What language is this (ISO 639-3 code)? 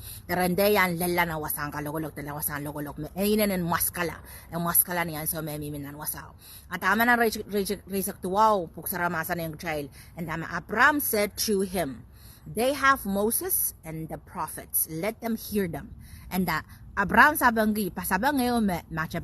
pon